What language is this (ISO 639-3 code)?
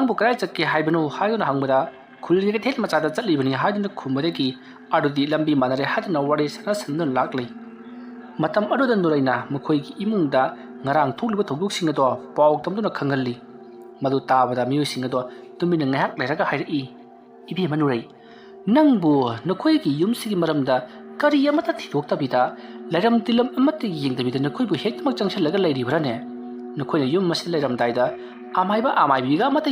mni